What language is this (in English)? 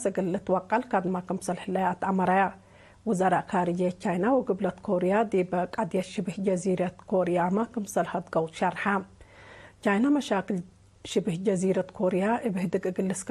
Tigre